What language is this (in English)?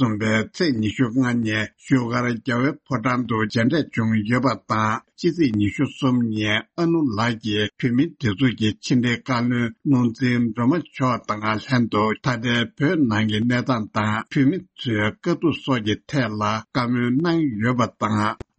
Tibetan